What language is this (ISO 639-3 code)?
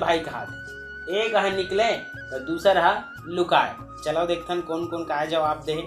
hne